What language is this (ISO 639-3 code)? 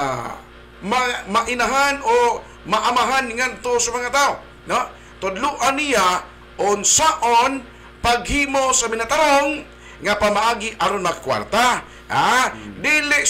ceb